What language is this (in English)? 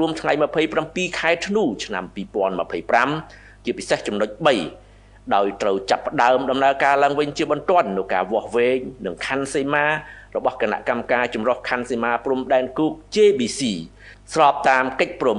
Khmer